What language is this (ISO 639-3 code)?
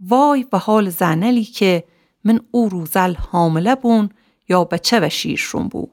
glk